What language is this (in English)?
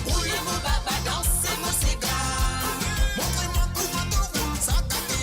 Morisyen